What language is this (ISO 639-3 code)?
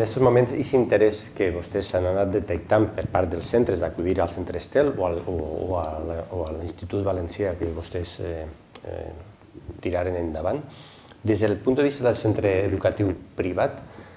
cat